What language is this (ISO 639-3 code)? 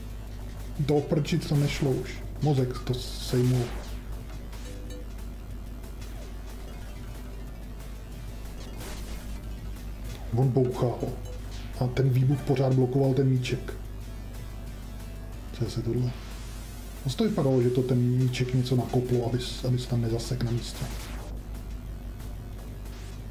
ces